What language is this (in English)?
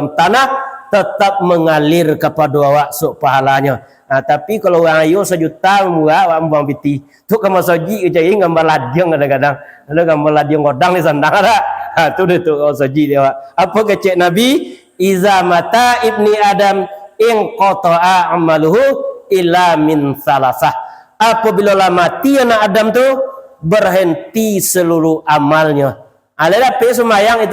Minangkabau